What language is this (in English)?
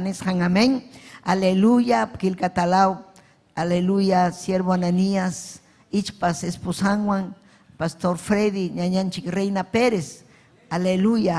Ayacucho Quechua